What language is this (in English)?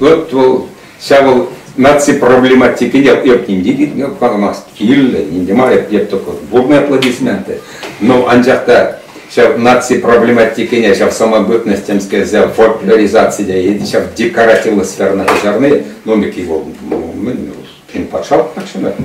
Chuvash